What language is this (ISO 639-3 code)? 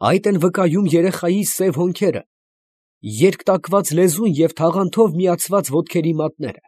hye